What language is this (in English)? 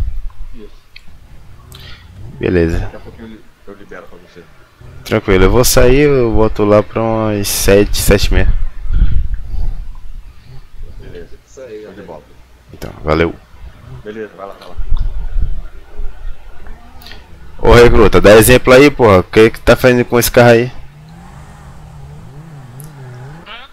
Portuguese